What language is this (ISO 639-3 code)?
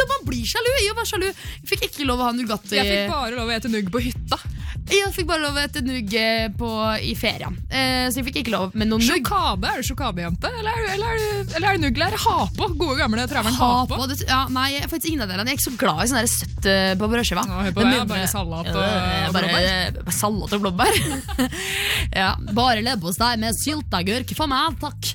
nor